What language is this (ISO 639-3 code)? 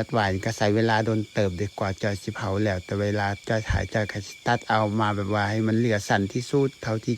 lao